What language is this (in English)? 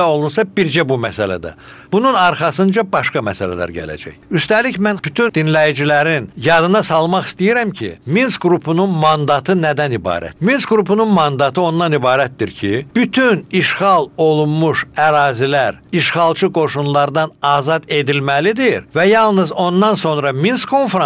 Azerbaijani